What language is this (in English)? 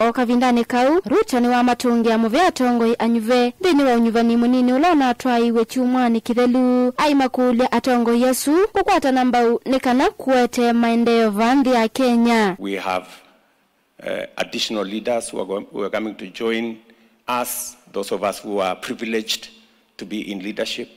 Kamba